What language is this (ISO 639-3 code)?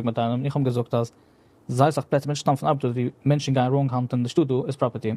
yid